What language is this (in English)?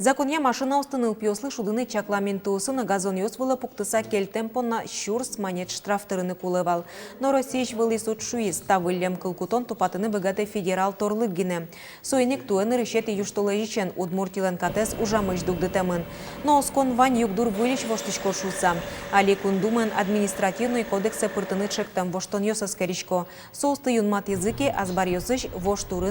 Udmurt